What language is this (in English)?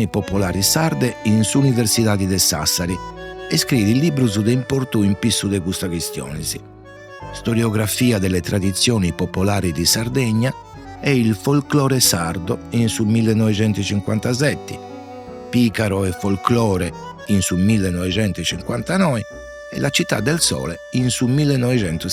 Sardinian